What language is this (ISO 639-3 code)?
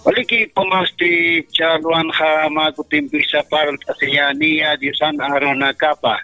aym